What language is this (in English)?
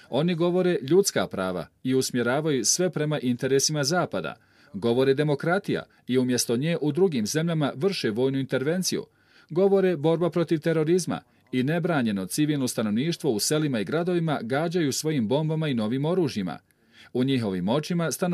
Bosnian